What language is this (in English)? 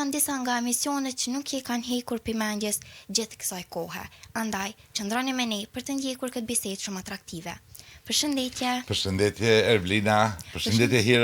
Albanian